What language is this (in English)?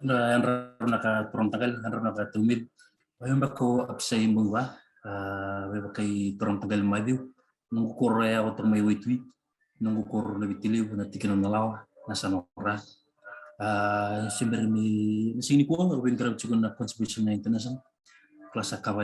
Fijian